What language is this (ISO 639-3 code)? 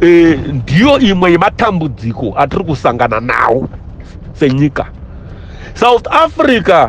sna